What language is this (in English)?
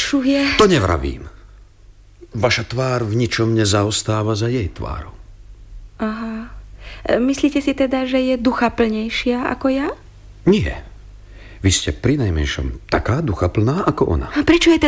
Slovak